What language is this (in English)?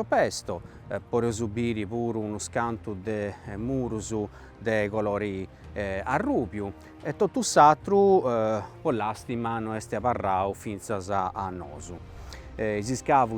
Sardinian